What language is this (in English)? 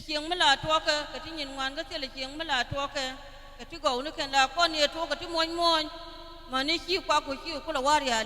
Nuer